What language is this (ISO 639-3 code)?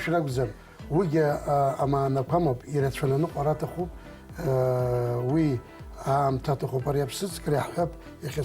abk